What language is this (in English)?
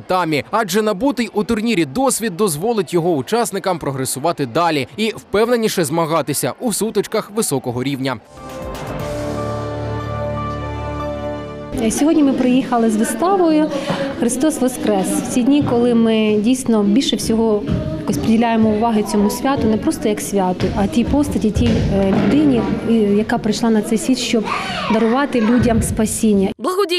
Ukrainian